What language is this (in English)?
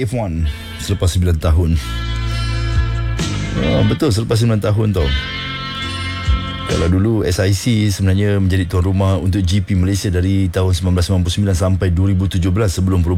Malay